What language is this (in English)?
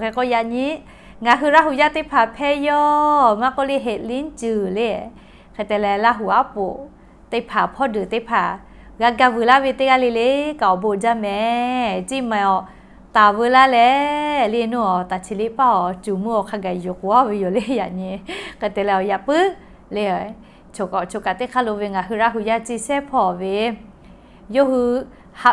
Lahu